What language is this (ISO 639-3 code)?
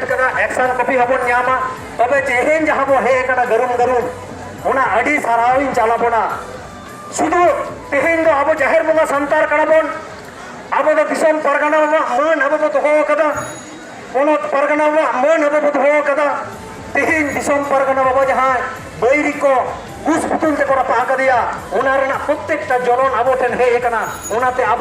sat